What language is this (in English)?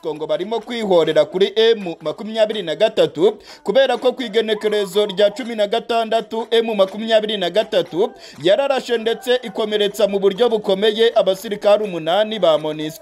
Kinyarwanda